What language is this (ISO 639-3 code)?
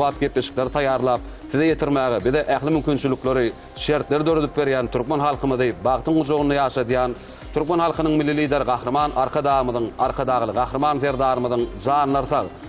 tuk